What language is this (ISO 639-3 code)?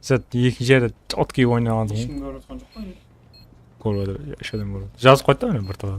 kaa